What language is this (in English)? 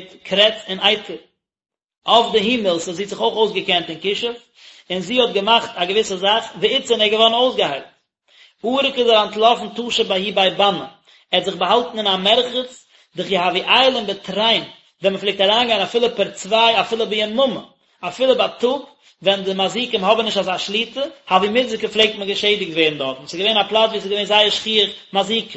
Yiddish